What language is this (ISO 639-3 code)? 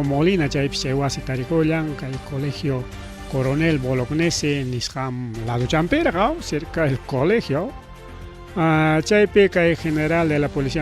quy